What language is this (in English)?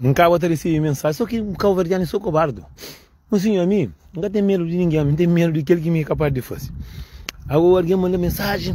Kabuverdianu